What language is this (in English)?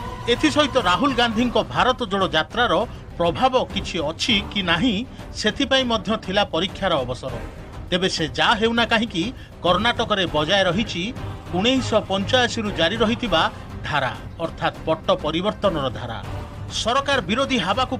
Odia